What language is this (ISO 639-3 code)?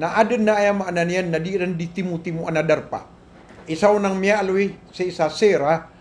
mrw